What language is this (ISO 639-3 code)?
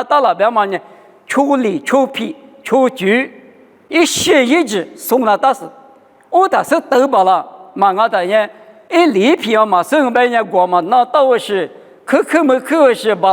lis